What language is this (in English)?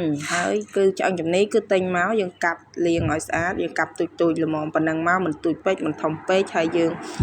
Khmer